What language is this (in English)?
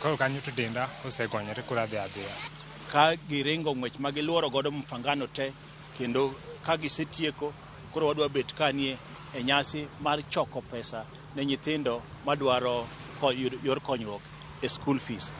Luo (Kenya and Tanzania)